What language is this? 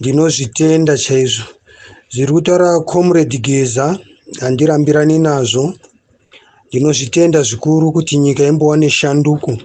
Shona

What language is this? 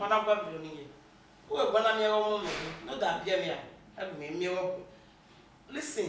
Bini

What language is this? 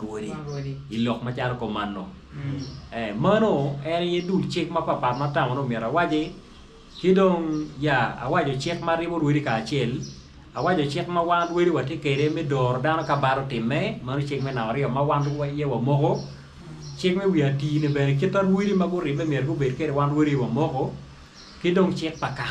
Acoli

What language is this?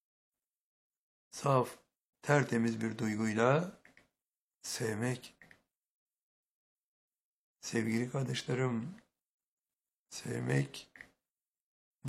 Turkish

